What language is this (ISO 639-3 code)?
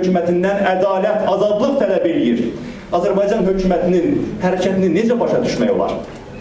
aze